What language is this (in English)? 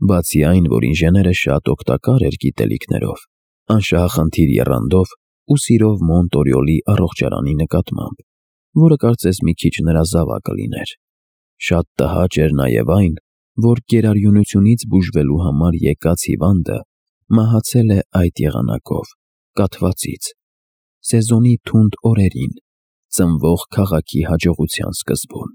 Armenian